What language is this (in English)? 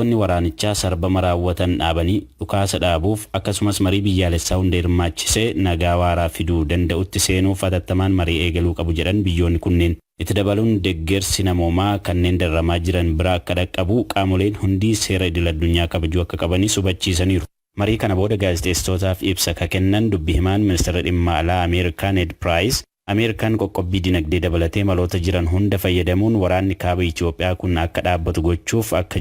Oromo